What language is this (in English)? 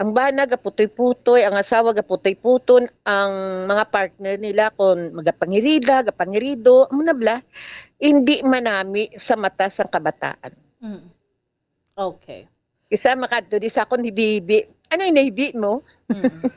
Hiligaynon